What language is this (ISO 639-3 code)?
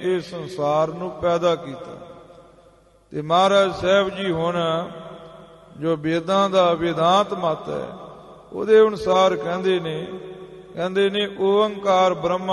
pan